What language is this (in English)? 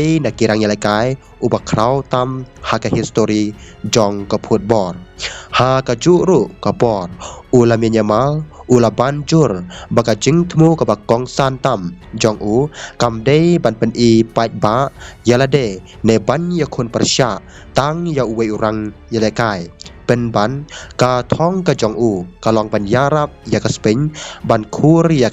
Khasi